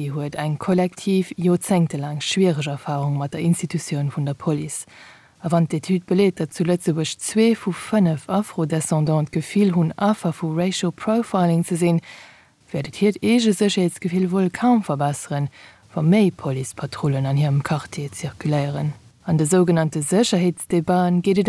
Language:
Luxembourgish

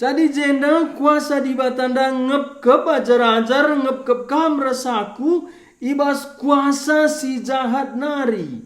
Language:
Batak Karo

